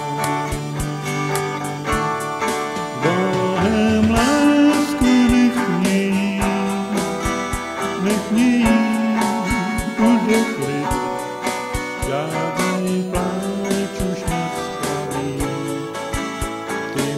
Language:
Czech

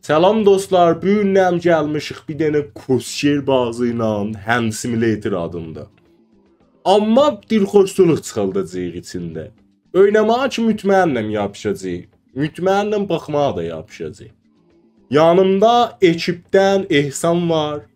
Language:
South Azerbaijani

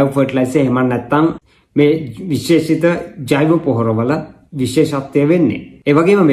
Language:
Sinhala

